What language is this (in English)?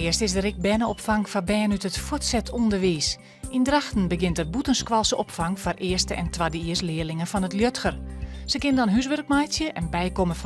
Western Frisian